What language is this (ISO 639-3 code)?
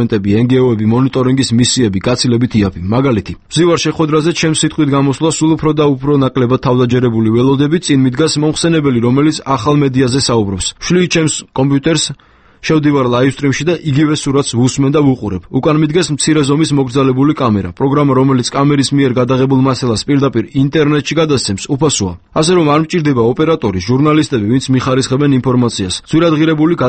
kat